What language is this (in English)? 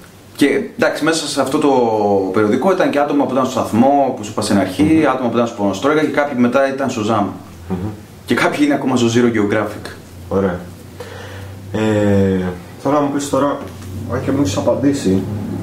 Greek